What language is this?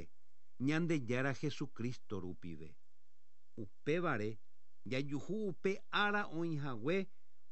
Guarani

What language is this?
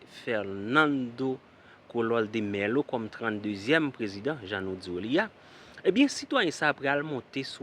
Haitian Creole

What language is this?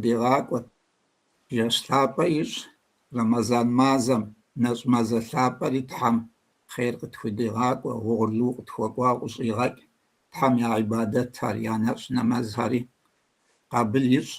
Kabardian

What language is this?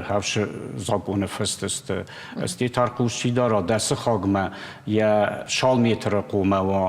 Ossetic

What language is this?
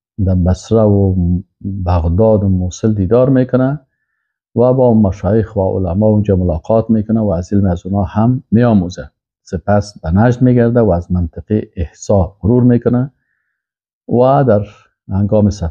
Persian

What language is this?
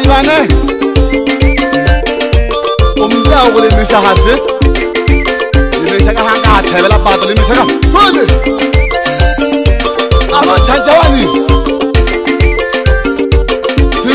Swahili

